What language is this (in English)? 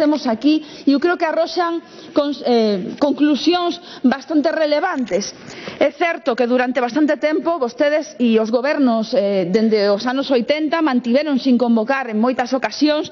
Galician